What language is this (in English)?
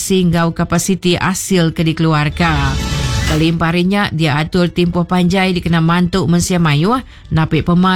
Iban